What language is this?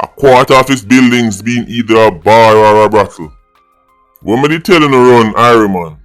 Jamaican Creole English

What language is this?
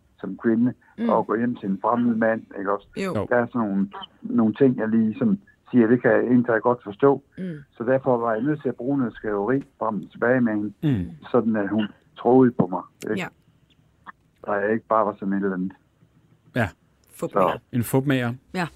Danish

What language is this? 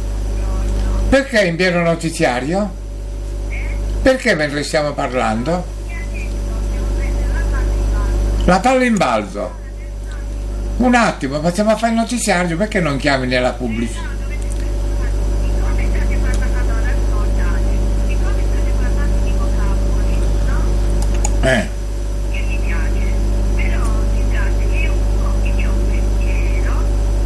Italian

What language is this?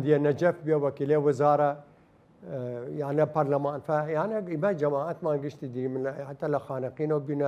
Southern Kurdish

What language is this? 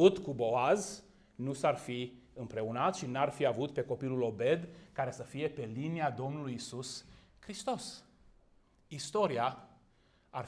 Romanian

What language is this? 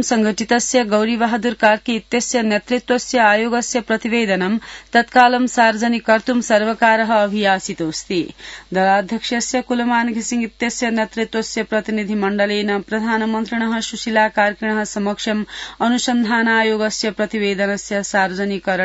Sanskrit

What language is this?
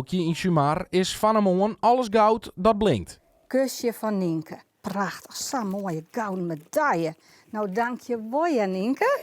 Western Frisian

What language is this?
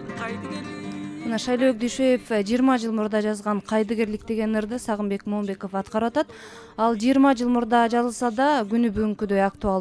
Kyrgyz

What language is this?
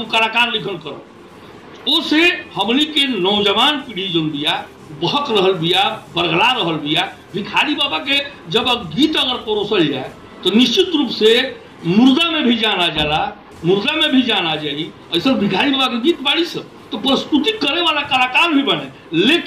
Bhojpuri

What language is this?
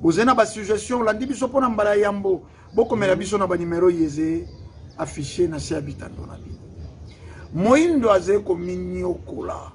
Lingala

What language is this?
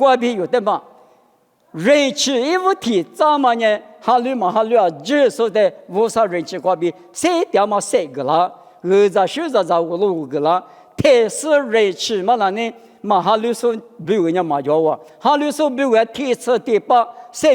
Lisu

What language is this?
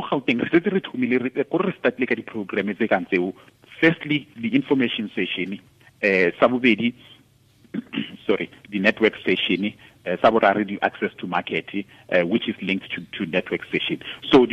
Tswana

